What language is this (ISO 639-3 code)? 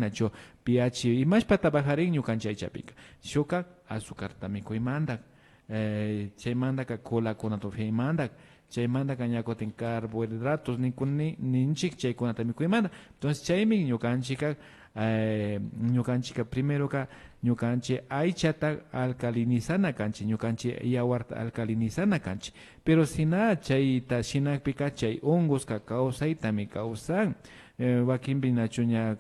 qvi